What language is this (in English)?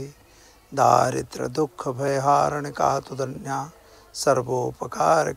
Gujarati